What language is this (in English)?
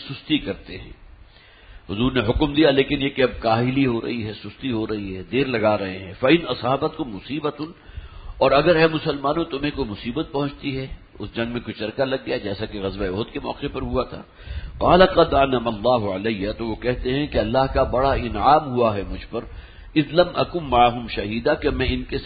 Urdu